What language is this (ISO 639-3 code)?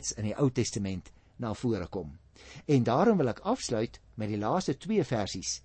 afr